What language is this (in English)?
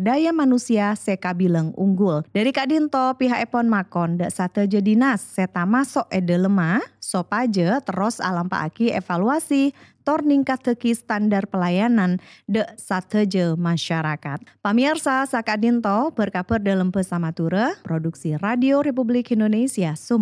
Madurese